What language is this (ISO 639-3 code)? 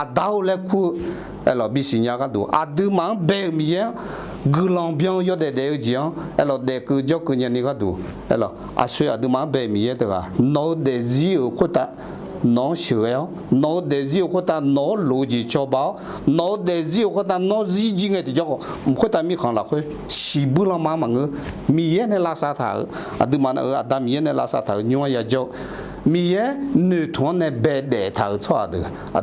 ahk